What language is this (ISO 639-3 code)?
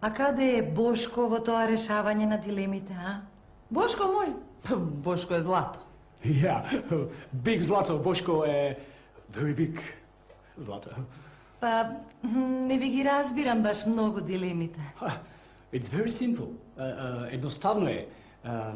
mkd